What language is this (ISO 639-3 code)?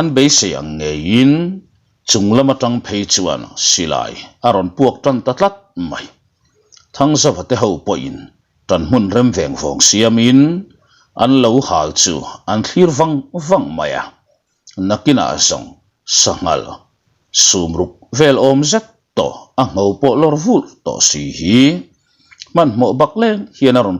lus